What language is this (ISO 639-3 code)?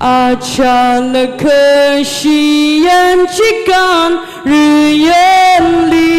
nmf